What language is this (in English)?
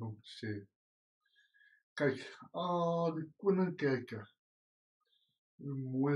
Afrikaans